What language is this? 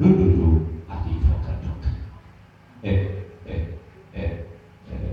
Yoruba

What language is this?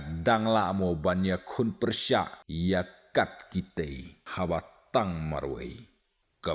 Khasi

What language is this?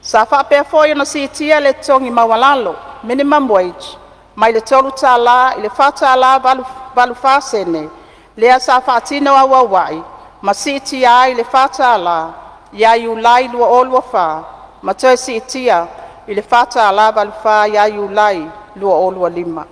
Samoan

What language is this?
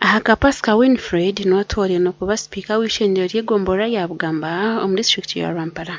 Nyankole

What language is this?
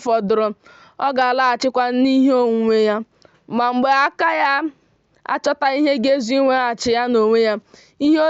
Igbo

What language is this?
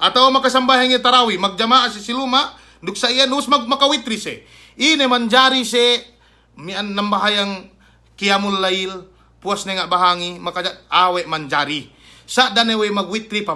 Yakan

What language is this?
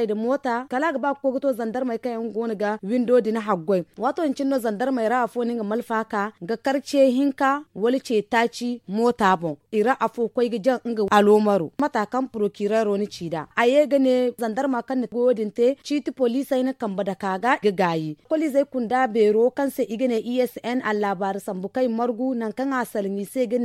Zarma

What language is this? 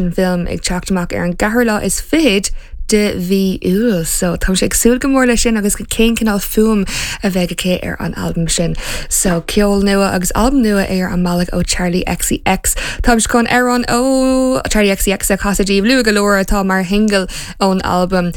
Irish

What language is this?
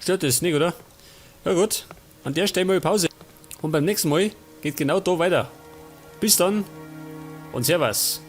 Bavarian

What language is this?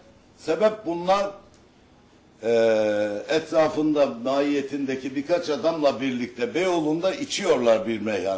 Turkish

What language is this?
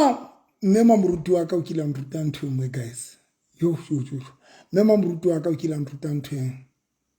Southern Sotho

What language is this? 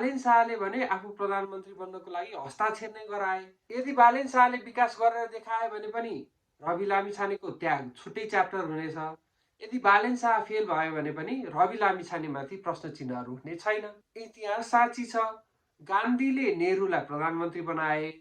Nepali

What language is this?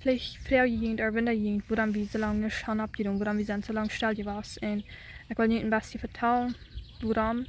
Plautdietsch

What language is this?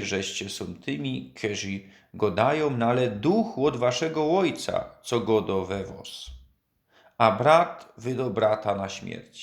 Silesian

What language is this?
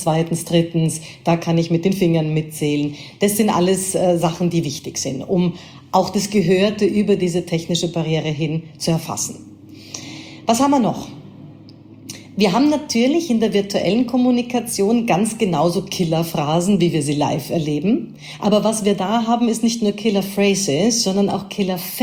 German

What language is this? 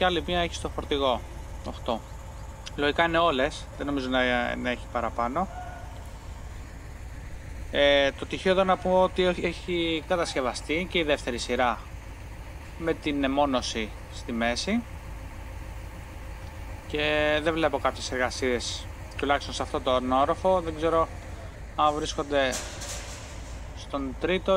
Greek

